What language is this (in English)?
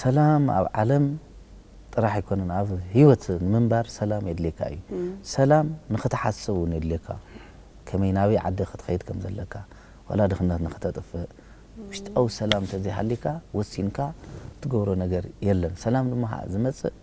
Tigrinya